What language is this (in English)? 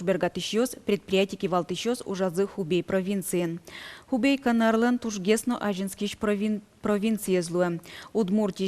Udmurt